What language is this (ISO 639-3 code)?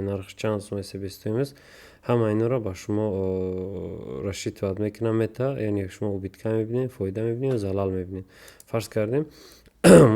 tgk